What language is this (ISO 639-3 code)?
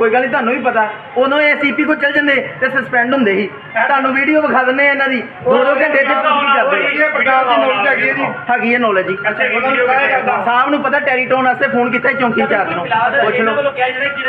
pan